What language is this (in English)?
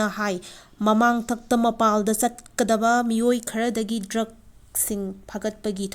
Manipuri